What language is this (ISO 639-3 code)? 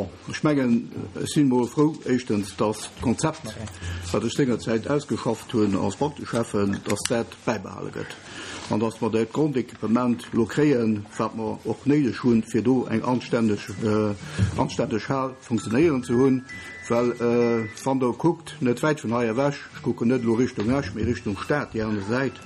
ltz